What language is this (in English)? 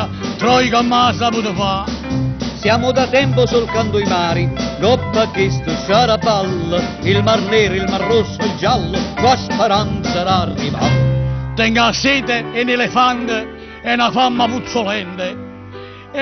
Neapolitan